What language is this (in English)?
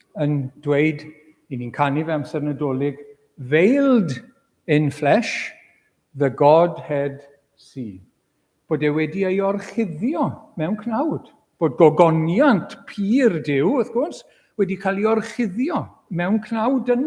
Welsh